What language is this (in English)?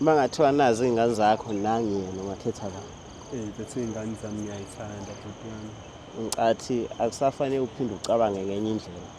Zulu